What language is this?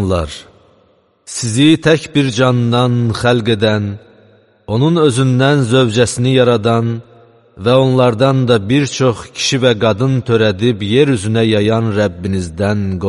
Azerbaijani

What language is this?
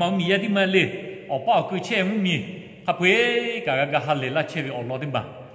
Lahu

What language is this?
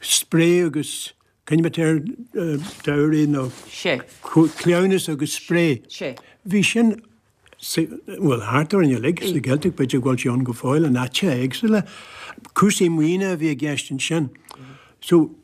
Irish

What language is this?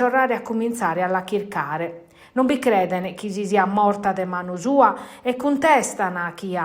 Sardinian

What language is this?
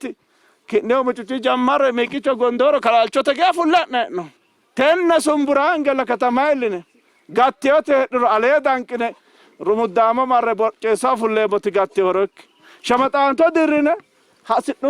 Sidamo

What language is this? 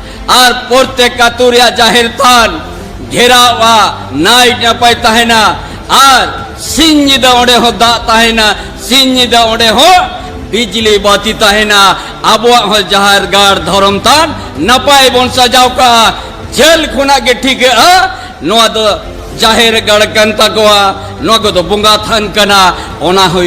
Santali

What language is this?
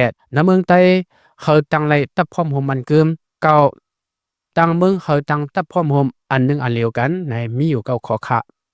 Lao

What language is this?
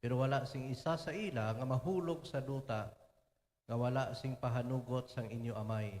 Hiligaynon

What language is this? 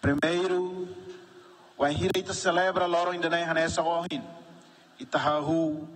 Tetum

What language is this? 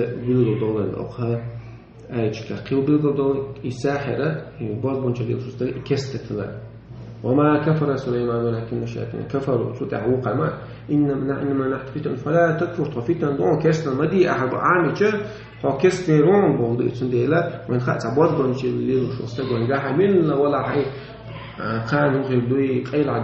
Chechen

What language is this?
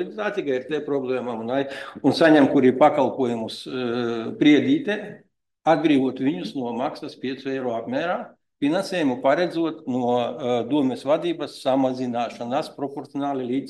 Latvian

